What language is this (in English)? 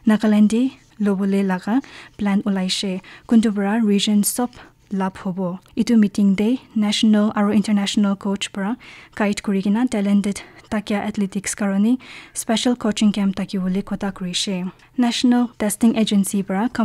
Naga Pidgin